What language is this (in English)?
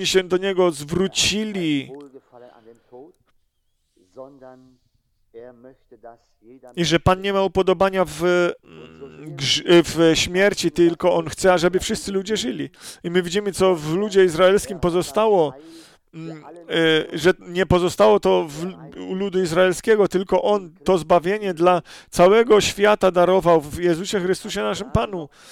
Polish